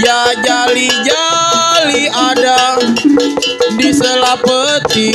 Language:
Betawi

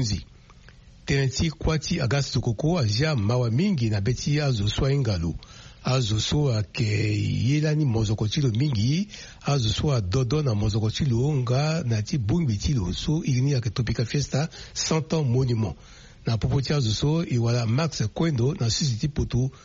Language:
Sango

